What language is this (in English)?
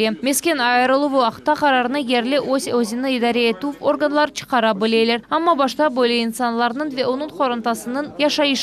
Crimean Tatar